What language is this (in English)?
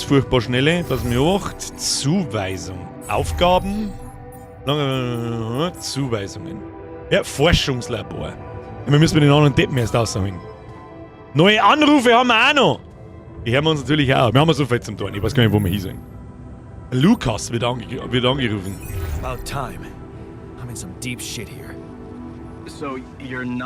Bavarian